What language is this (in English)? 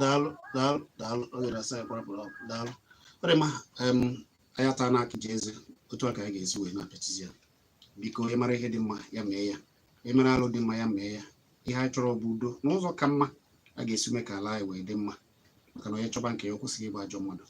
Igbo